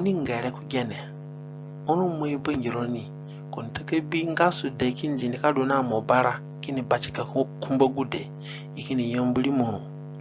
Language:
Zande (individual language)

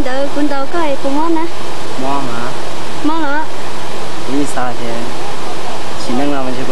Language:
Hmong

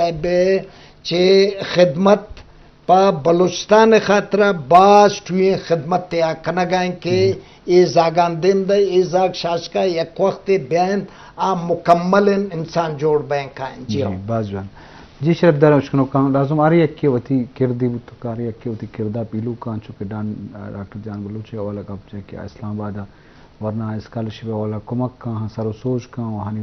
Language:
Eastern Balochi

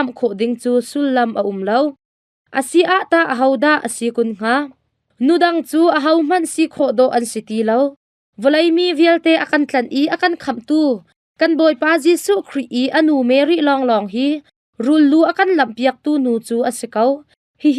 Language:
Hakha Chin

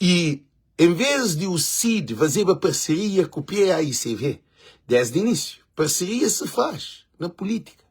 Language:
Kabuverdianu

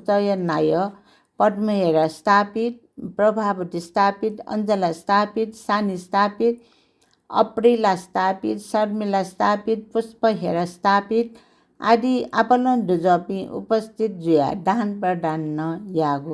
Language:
Newari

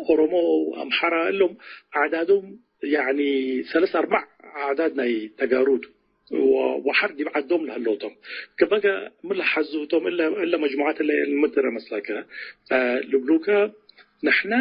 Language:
Tigre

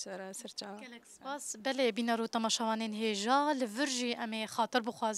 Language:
Kurdish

